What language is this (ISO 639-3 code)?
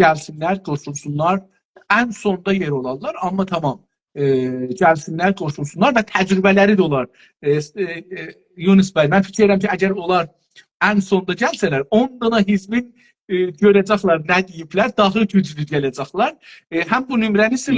azb